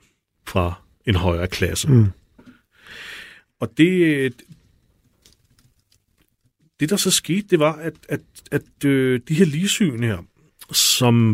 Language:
Danish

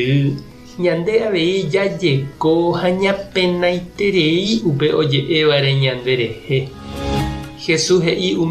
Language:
Guarani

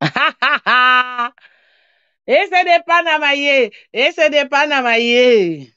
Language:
Lingala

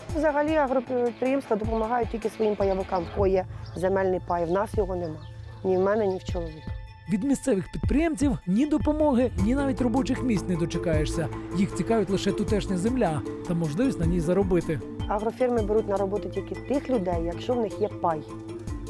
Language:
Ukrainian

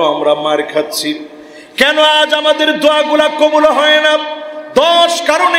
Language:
Bangla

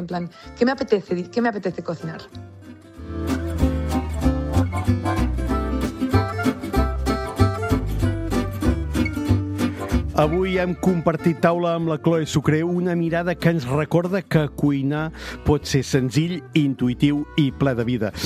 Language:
Catalan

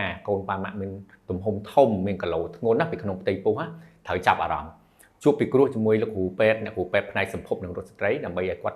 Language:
Khmer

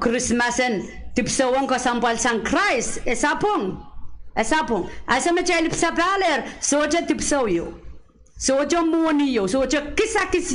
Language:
Pohnpeian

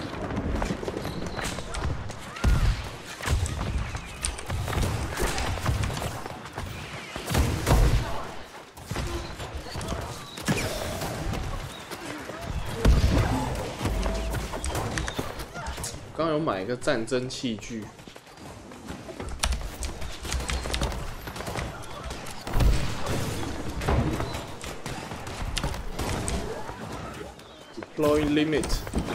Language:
Chinese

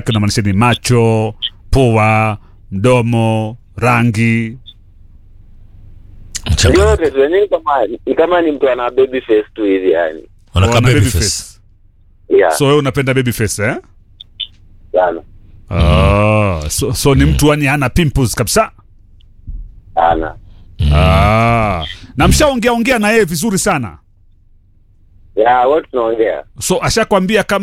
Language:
Swahili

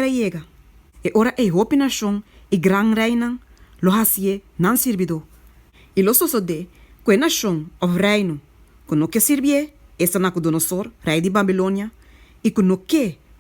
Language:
Papiamento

